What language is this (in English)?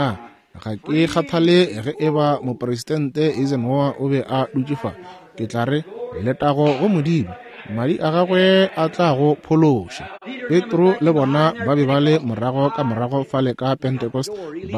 Northern Sotho